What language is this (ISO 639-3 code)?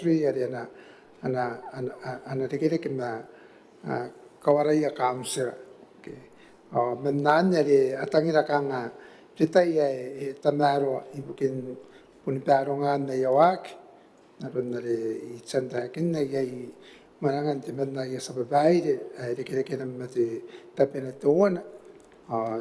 gil